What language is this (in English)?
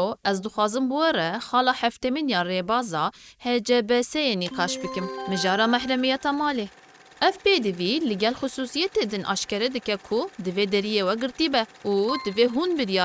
Kurdish